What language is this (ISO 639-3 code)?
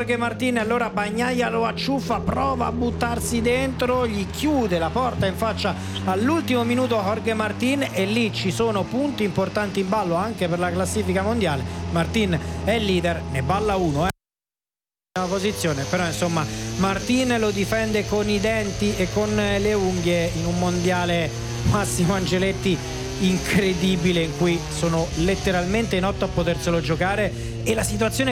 ita